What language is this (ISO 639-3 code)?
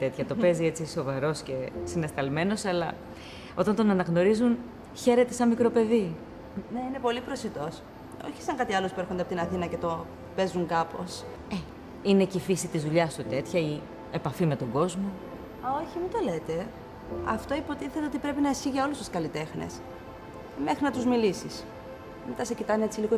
ell